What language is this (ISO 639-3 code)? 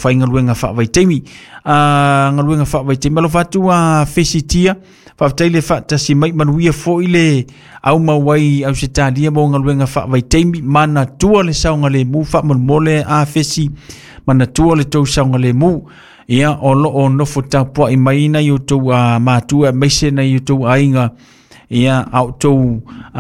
smo